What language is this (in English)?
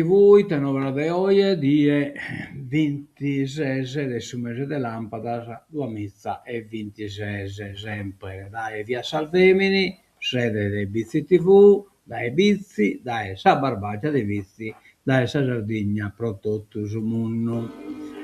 Sardinian